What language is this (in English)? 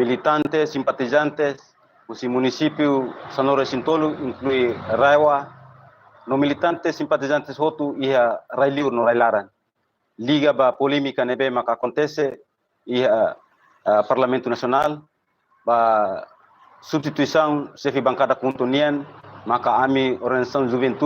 Tetum